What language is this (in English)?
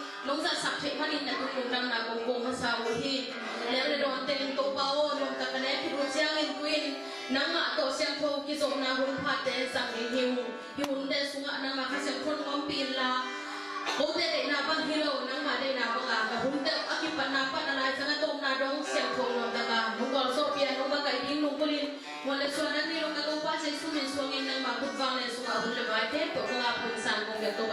Tedim Chin